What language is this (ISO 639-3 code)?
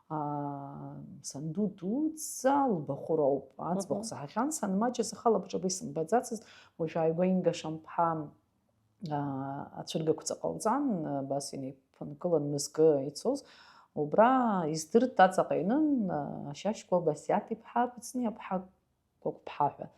abk